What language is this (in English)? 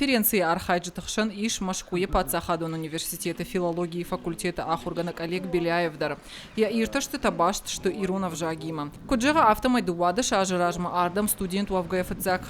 Ossetic